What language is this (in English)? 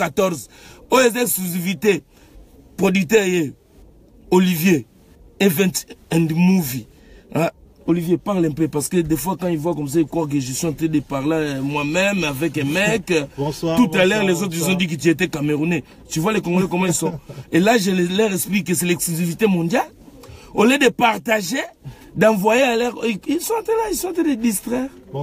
French